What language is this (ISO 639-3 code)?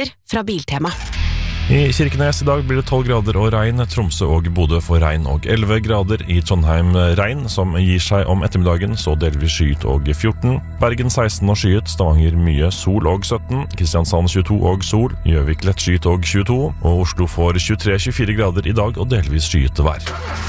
nor